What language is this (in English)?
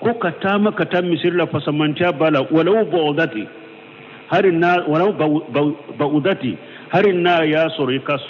Bambara